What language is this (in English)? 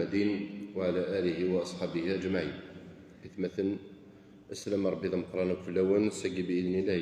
Kabyle